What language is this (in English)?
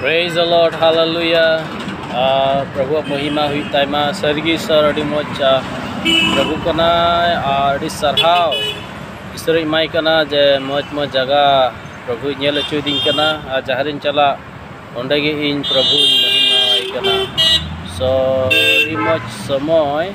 Santali